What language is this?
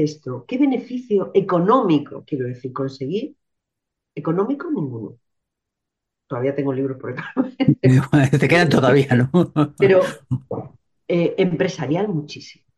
Spanish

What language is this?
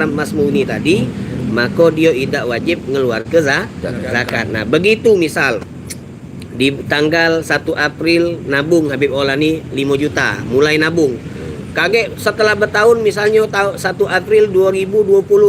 Musi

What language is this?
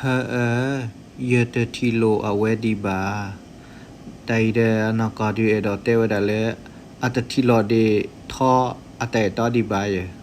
S'gaw Karen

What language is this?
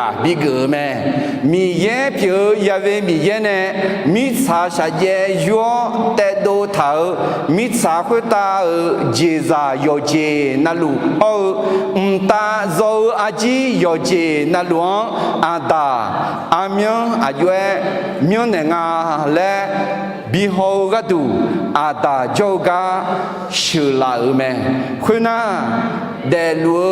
Akha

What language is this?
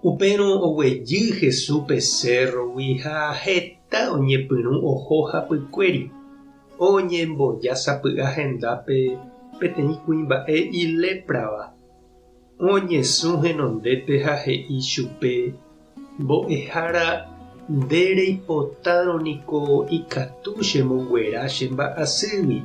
Guarani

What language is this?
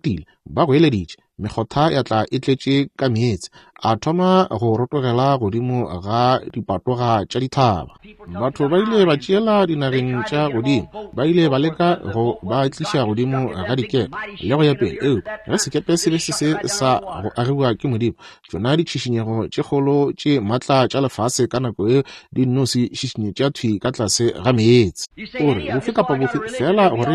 Northern Sotho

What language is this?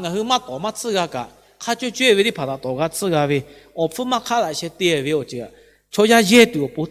Lahu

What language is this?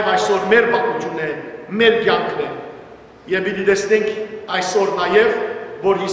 Western Armenian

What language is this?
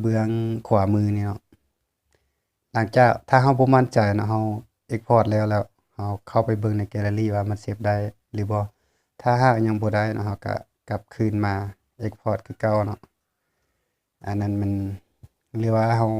Lao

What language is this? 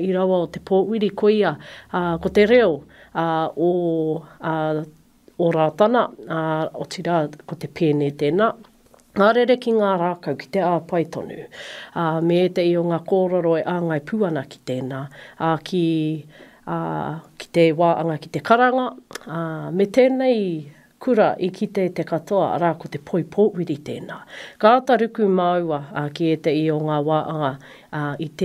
Māori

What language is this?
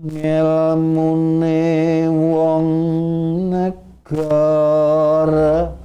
Javanese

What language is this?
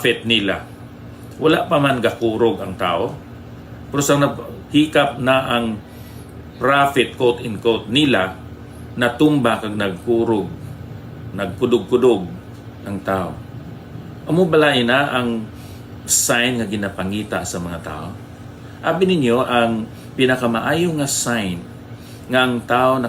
Hiligaynon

